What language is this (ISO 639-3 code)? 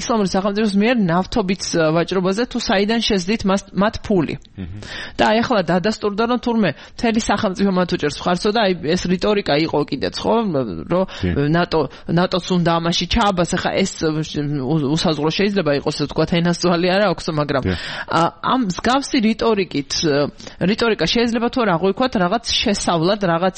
kat